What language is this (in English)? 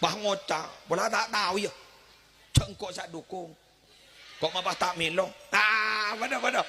Madurese